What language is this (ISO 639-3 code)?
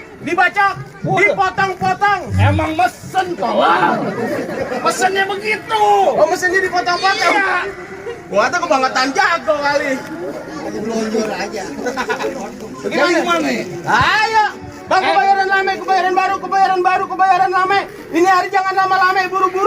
bew